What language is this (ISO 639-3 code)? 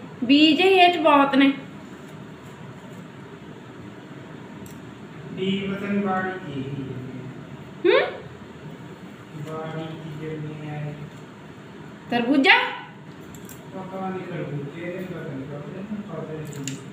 pan